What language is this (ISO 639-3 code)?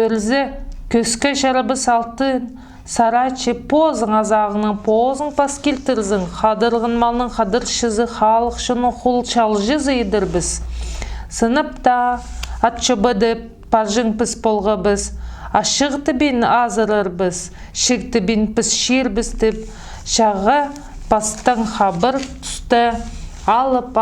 kjh